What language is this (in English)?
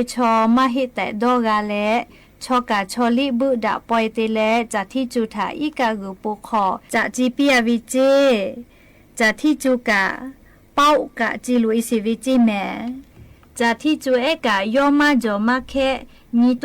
Lahu